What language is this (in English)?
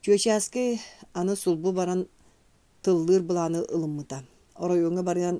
Yakut